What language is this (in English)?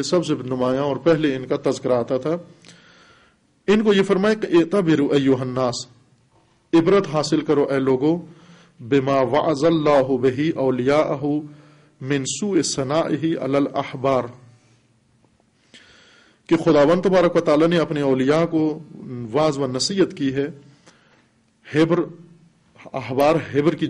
Urdu